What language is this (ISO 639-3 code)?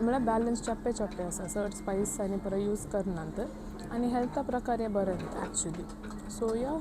kok